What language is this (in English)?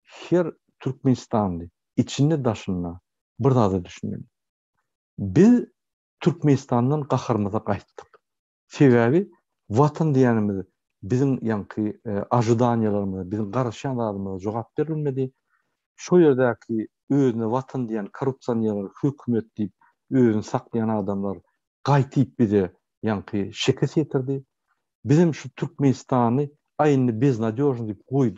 Turkmen